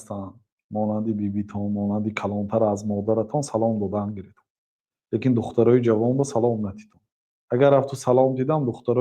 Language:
Tajik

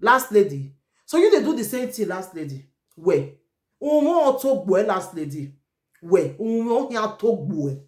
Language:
Nigerian Pidgin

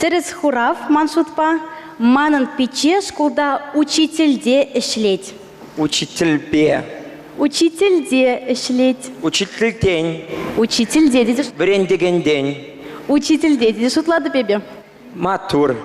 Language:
Chuvash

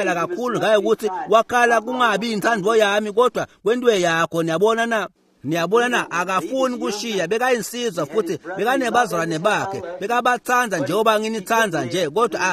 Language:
Swati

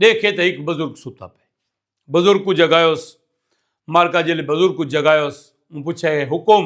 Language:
Saraiki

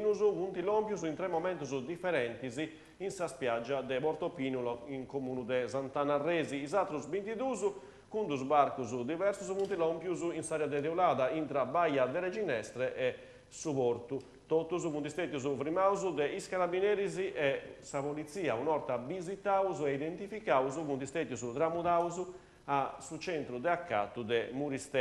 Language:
Sardinian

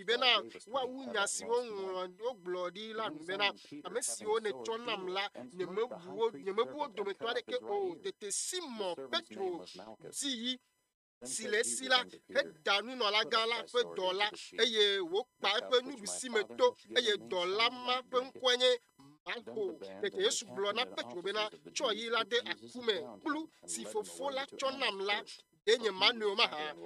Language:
Ewe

